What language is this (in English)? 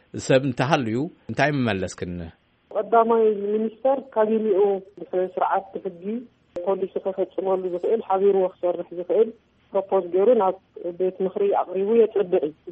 Tigrinya